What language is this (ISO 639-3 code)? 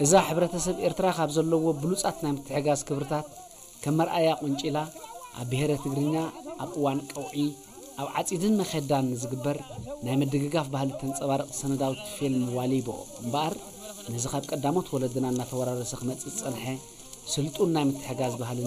tir